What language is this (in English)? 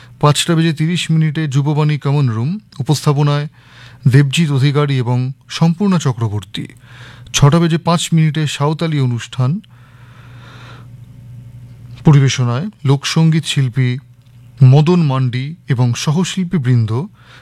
Bangla